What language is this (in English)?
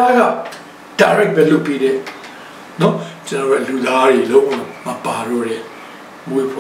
Burmese